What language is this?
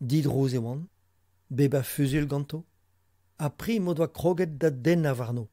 Breton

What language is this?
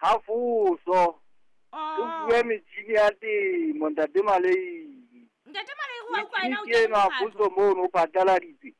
Southern Sotho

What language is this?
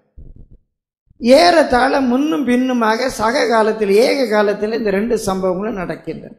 Tamil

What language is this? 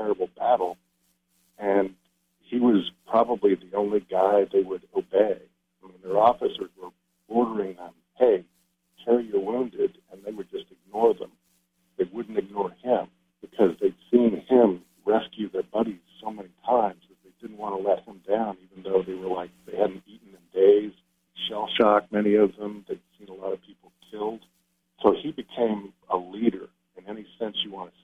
English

